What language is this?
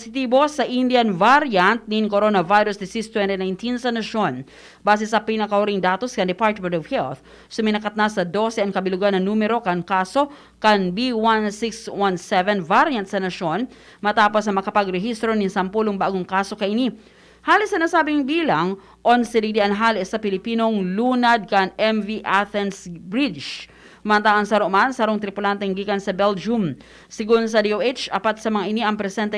Bikol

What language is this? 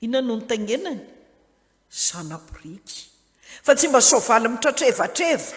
Malagasy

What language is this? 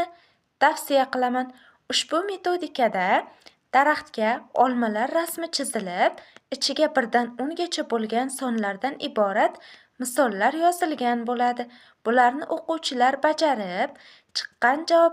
Uzbek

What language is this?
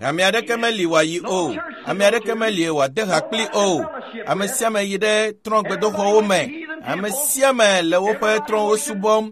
Ewe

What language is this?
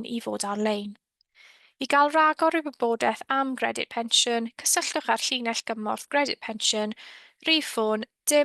Welsh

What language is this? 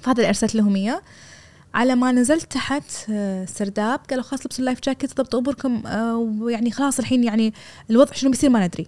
Gulf Arabic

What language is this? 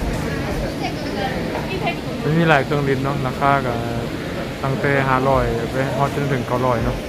Lao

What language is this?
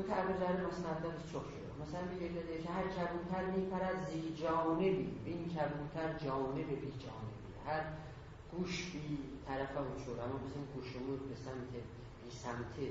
South Azerbaijani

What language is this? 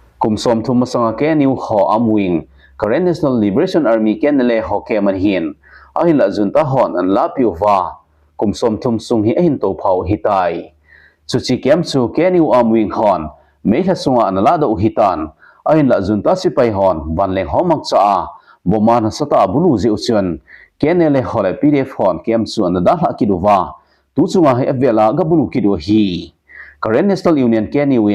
Thado Chin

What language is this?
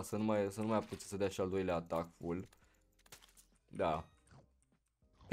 Romanian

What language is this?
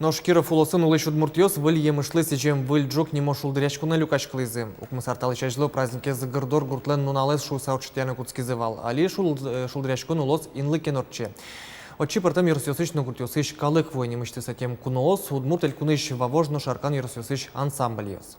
Udmurt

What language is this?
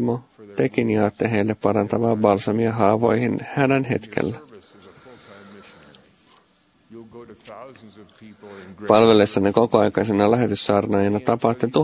Finnish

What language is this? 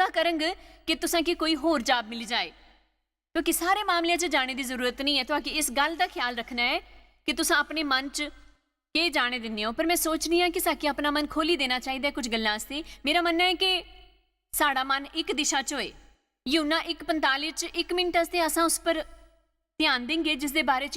Dogri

